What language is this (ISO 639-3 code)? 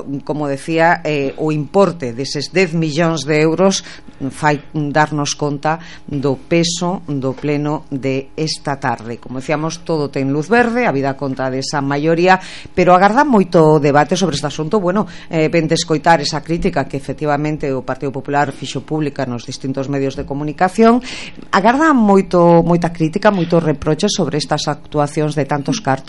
glg